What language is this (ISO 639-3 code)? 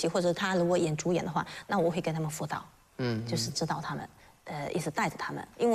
zho